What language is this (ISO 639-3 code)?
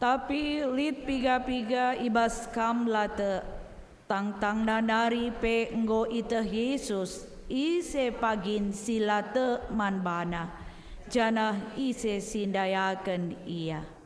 btx